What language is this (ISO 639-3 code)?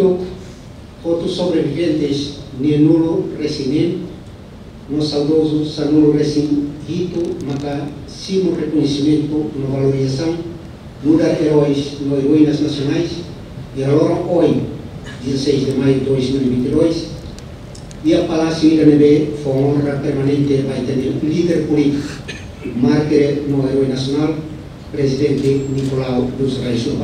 tet